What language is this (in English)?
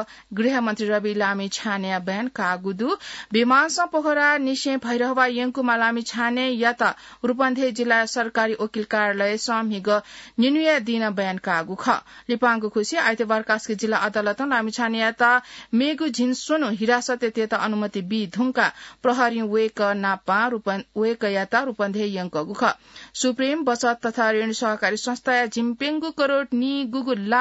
Newari